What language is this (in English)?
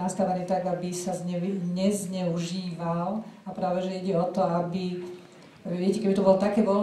Slovak